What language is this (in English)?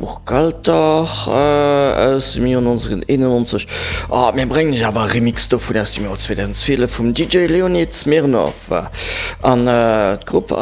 Luxembourgish